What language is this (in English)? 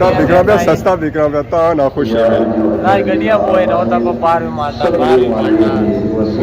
Pahari-Potwari